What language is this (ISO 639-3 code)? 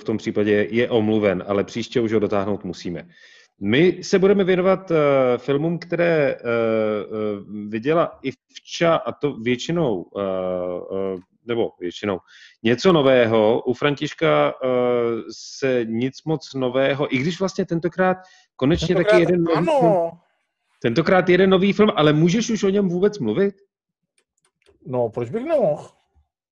ces